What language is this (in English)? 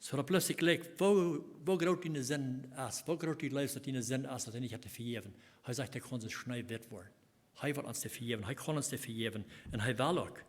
Plautdietsch